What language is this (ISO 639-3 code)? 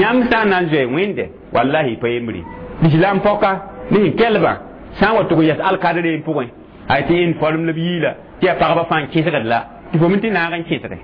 mos